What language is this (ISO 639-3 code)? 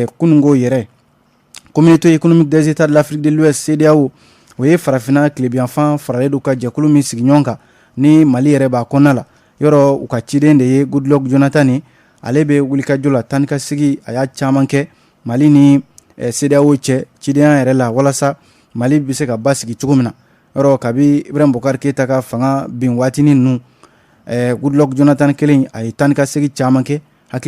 bam